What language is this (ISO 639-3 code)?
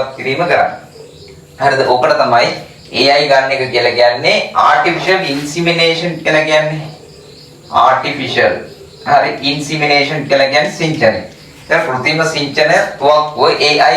sin